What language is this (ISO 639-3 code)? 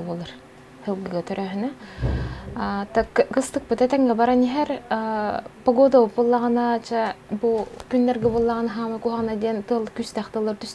sah